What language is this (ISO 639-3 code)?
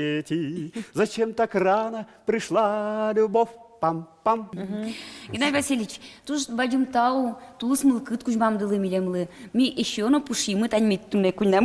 udm